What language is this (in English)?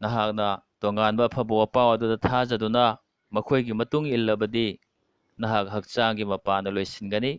Manipuri